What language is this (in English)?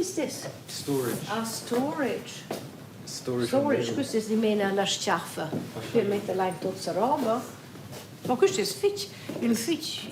Romansh